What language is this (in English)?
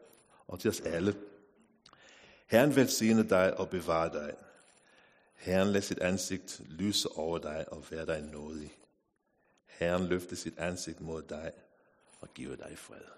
Danish